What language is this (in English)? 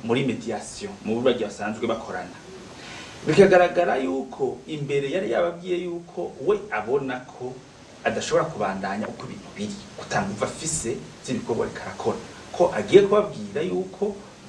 Rundi